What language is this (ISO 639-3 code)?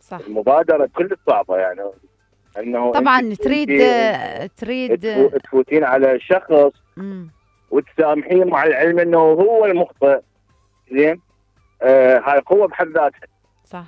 acm